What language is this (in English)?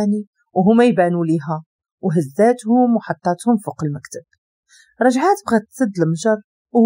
Moroccan Arabic